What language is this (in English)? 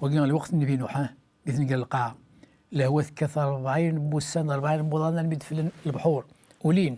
Kabyle